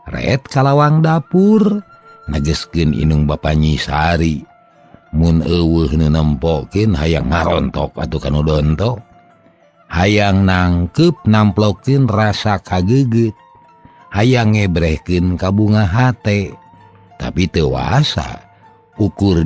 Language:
Sundanese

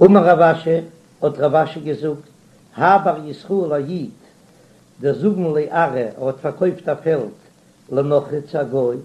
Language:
Yiddish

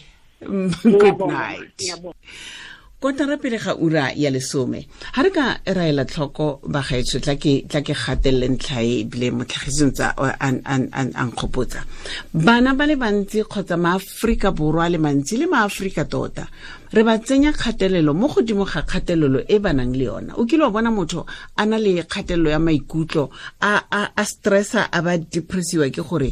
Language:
Tswana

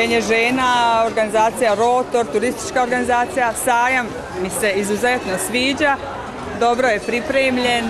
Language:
Bosnian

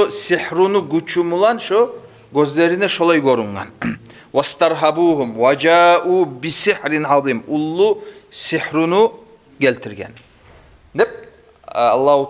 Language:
Kumyk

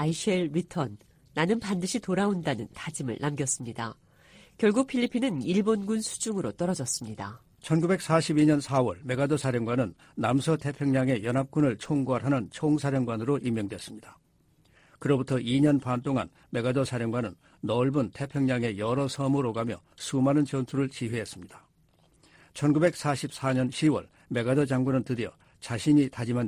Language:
Korean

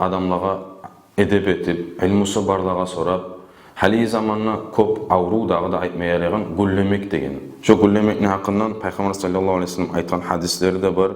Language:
Kumyk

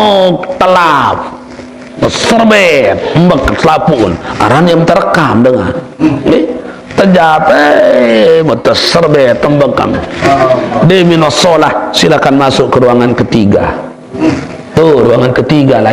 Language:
Sasak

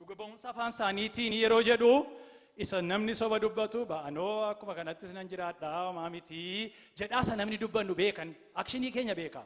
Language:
Oromo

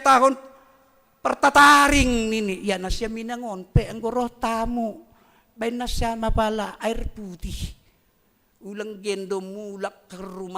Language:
Batak Simalungun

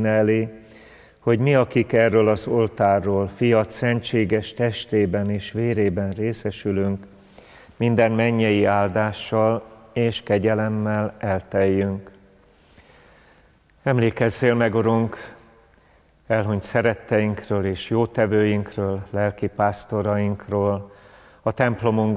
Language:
Hungarian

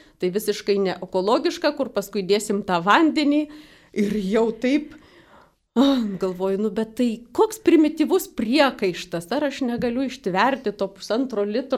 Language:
Lithuanian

